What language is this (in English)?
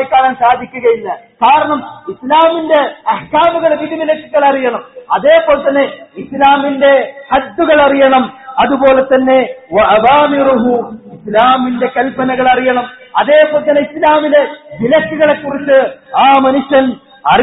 Malayalam